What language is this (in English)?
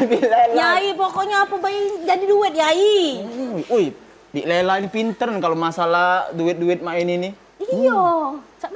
Musi